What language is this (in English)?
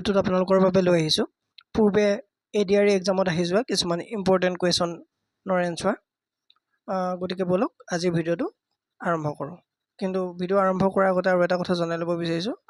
Assamese